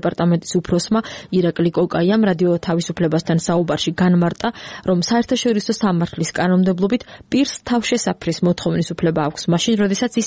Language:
Georgian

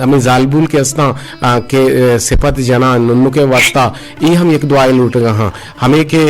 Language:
Eastern Balochi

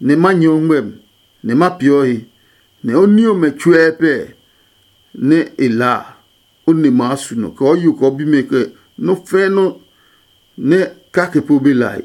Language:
Adangme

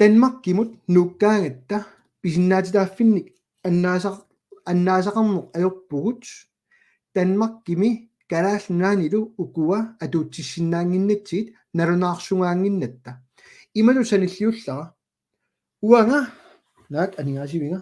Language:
Kalaallisut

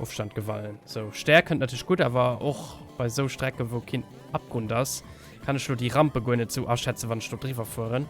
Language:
Luxembourgish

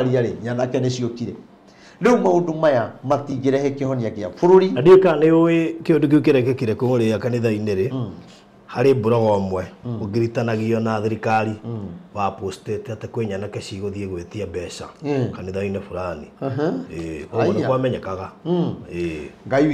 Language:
Kikuyu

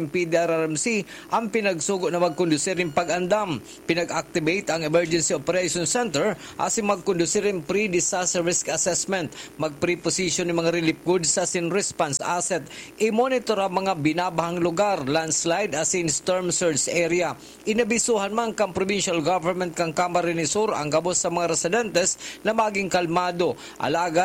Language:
Bikol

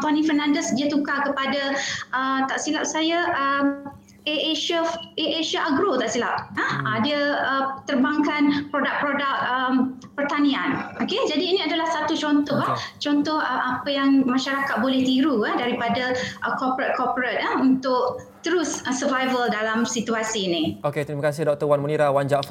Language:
Malay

